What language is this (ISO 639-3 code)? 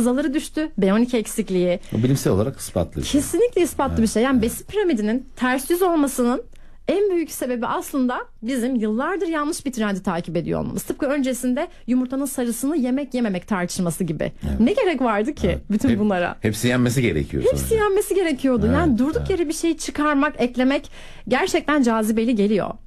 tur